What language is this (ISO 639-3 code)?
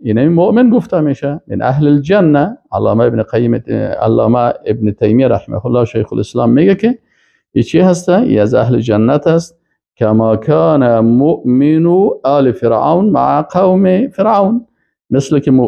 fas